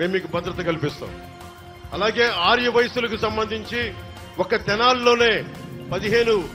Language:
Telugu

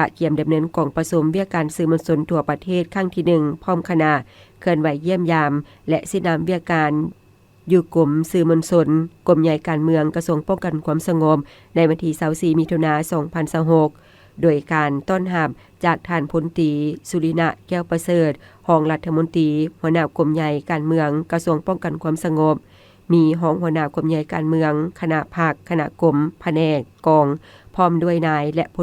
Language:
Lao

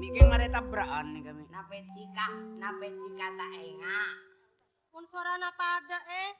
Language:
Madurese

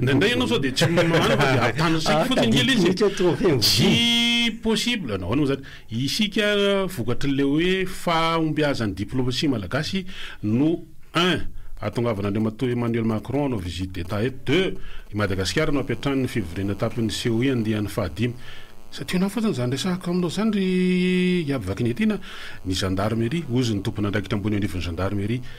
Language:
Malagasy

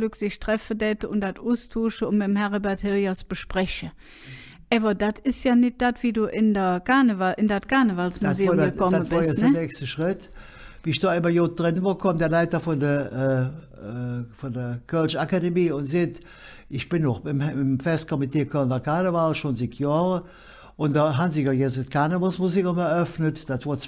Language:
Colognian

